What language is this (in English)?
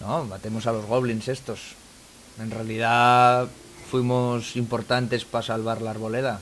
Asturian